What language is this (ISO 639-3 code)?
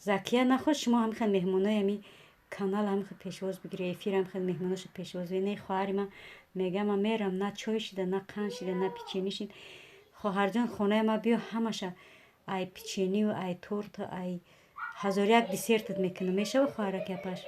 tgk